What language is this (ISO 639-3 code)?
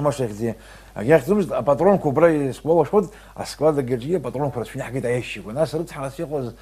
abk